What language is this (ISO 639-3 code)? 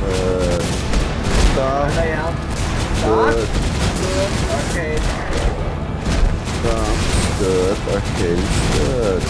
fao